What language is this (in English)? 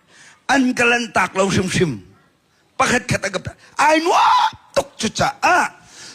Hakha Chin